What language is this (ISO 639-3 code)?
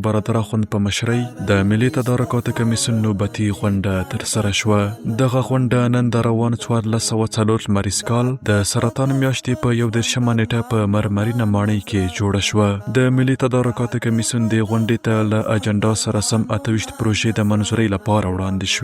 pus